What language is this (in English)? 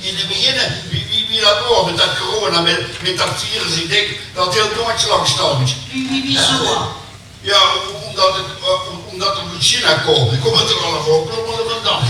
Limburgish